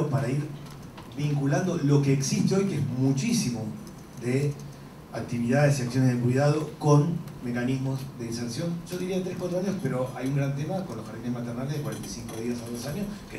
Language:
Spanish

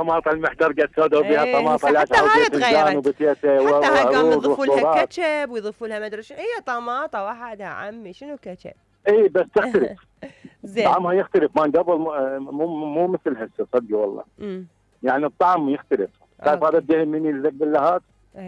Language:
Mesopotamian Arabic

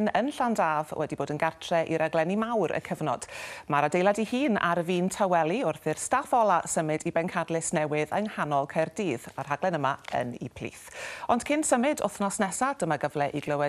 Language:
Welsh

